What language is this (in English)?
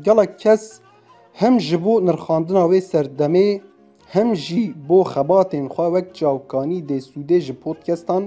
Kurdish